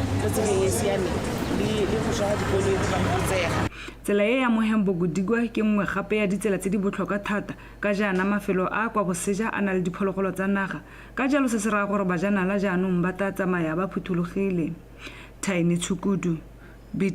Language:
Tswana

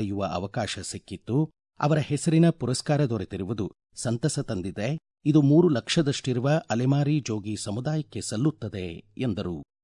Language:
Kannada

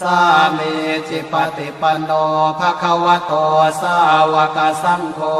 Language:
Pali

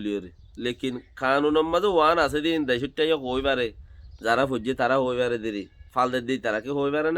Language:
Rohingya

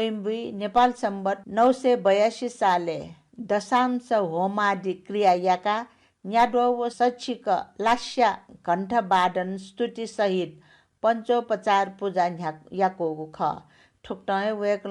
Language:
Newari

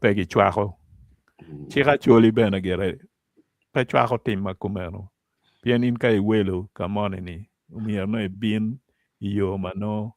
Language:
Acoli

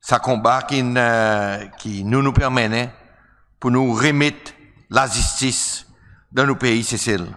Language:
Seselwa Creole French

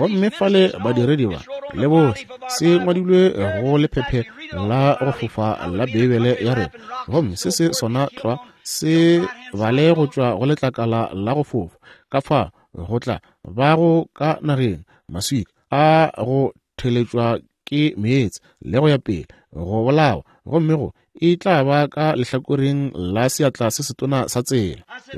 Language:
Northern Sotho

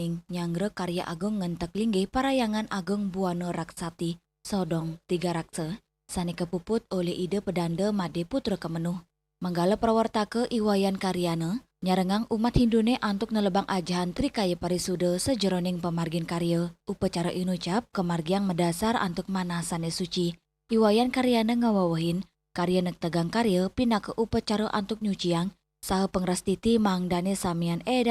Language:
Balinese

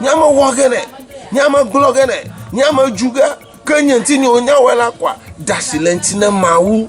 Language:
Ewe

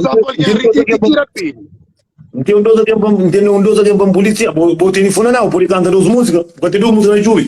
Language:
Kabuverdianu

